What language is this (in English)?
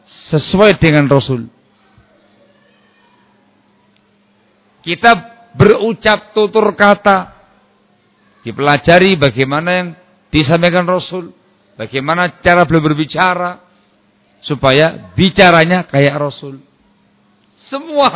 Indonesian